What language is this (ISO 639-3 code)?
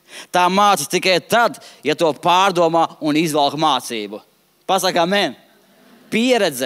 lav